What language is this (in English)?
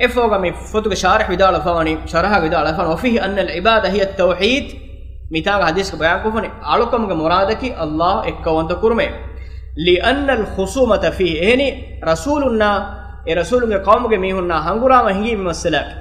Divehi